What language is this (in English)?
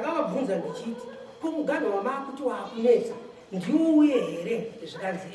Shona